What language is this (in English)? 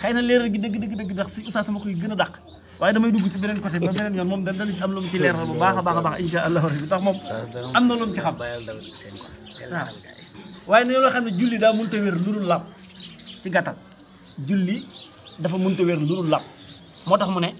Wolof